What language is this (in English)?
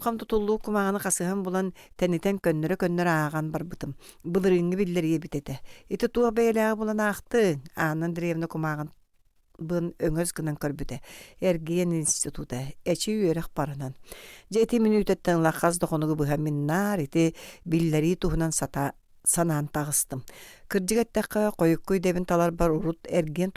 Yakut